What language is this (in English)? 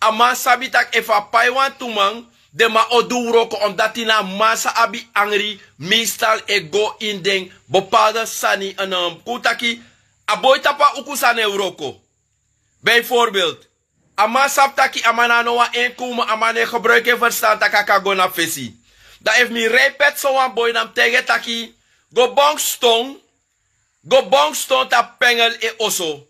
Sranan Tongo